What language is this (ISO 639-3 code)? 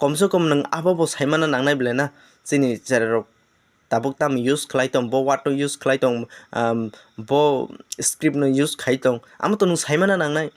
trp